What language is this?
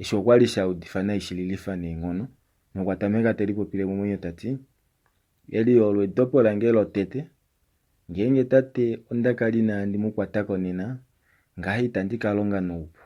Kuanyama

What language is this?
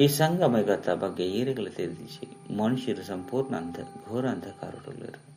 Tulu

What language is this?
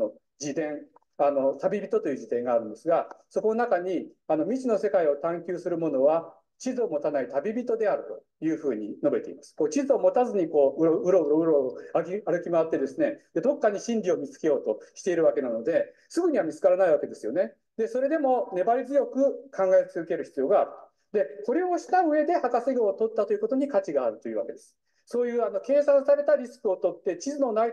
Japanese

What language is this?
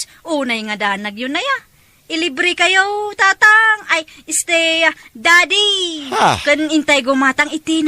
Iloko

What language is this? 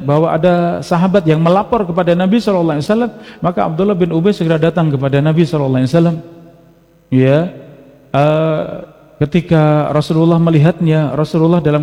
Indonesian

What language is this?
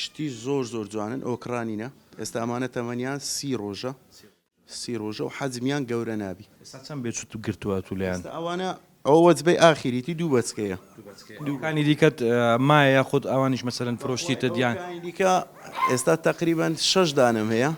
Central Kurdish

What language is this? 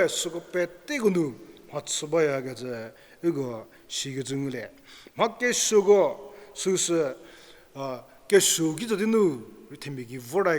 Angami Naga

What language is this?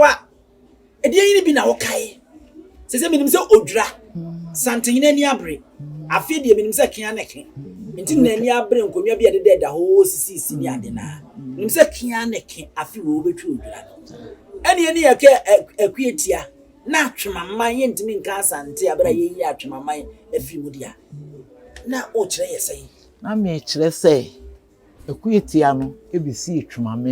Akan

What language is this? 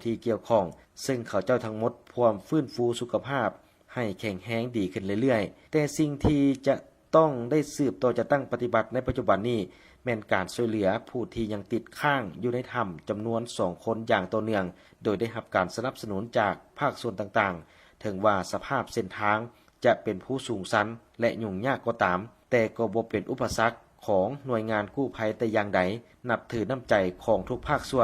Lao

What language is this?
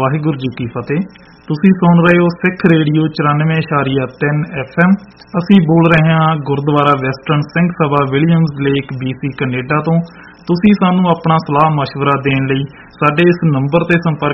Punjabi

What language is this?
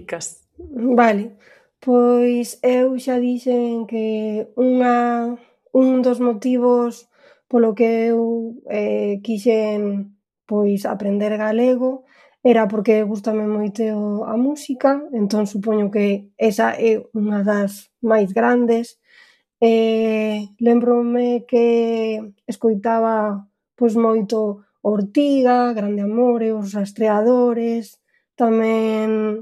Galician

